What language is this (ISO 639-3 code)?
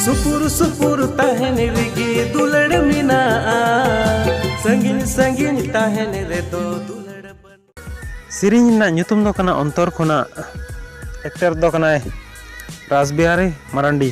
sat